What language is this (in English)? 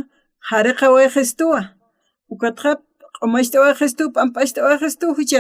Aymara